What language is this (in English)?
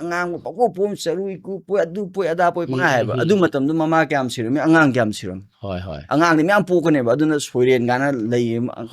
Manipuri